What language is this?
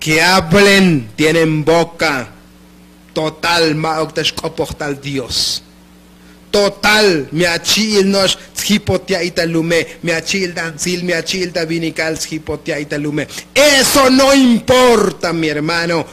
Tzotzil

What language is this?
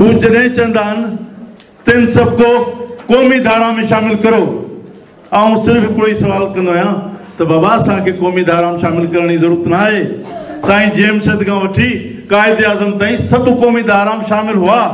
Sindhi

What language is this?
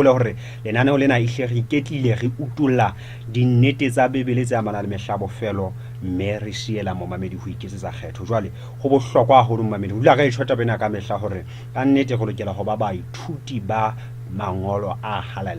Southern Sotho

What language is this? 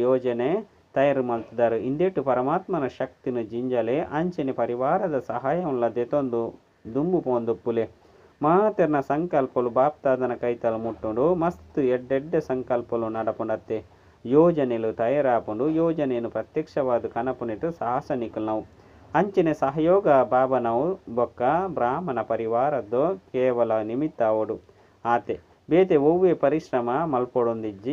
Tulu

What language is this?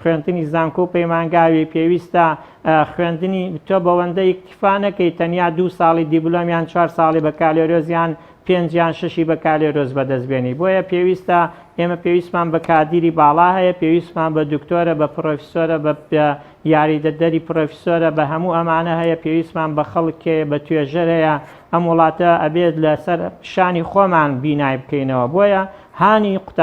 Central Kurdish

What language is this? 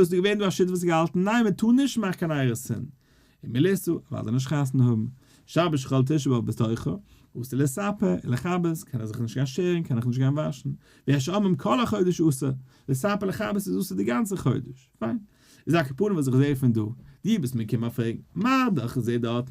Yiddish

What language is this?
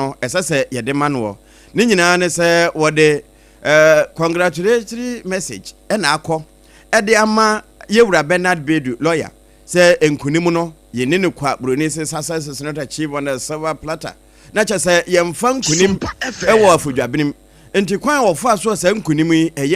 Akan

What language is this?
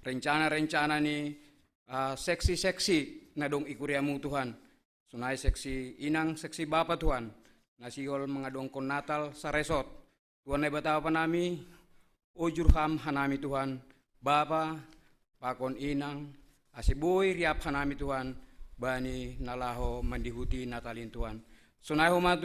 Batak Simalungun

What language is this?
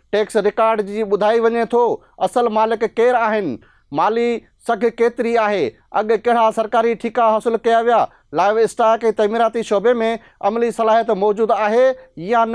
Sindhi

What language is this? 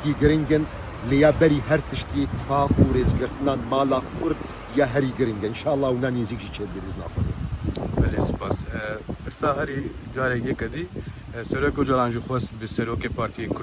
Kurdish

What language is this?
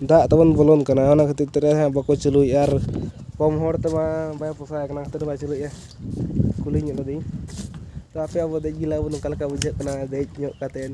Santali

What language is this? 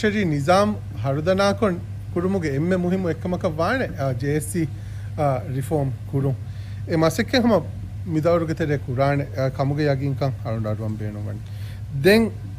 Divehi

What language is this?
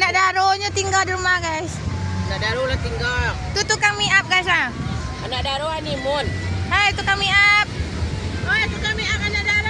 Minangkabau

